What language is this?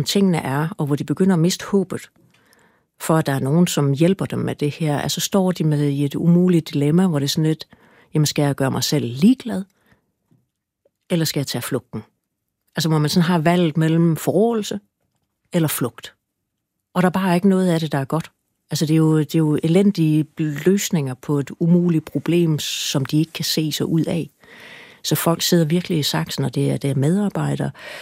Danish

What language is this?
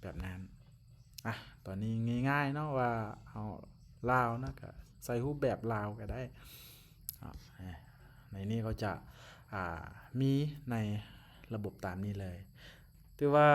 Lao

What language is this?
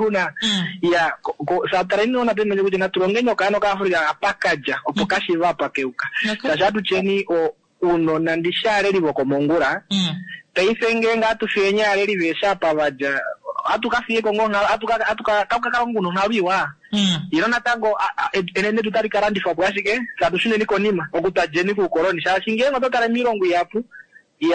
Kuanyama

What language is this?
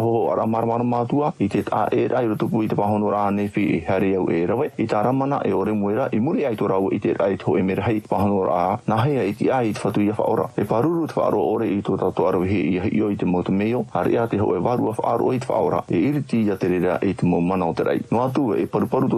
Tahitian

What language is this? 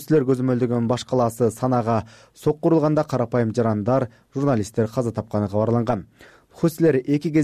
Kyrgyz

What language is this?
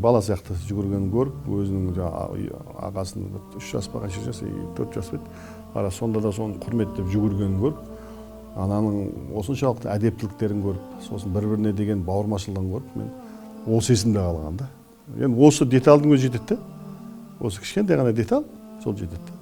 Kazakh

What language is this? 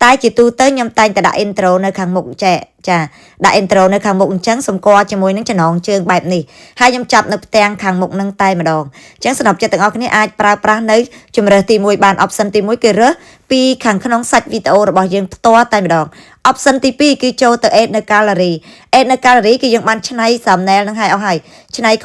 Khmer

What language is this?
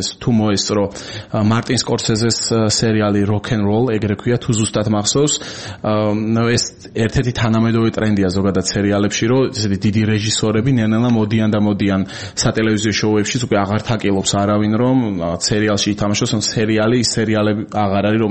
Georgian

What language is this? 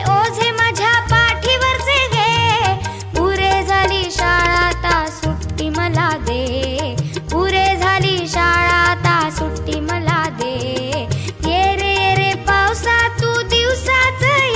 Marathi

